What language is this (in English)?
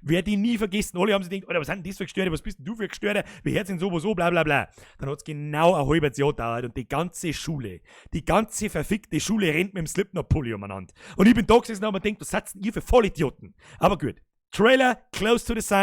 Bavarian